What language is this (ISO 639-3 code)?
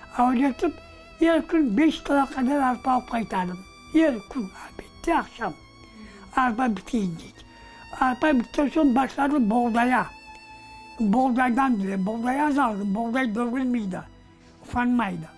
crh